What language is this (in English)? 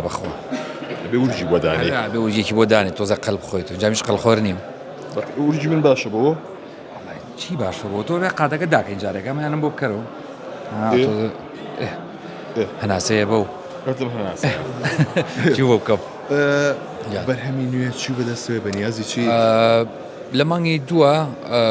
Central Kurdish